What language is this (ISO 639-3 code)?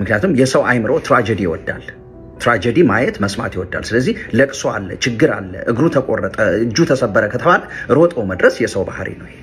amh